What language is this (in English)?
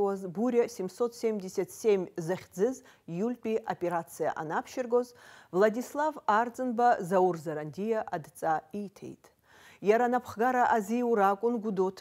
Abkhazian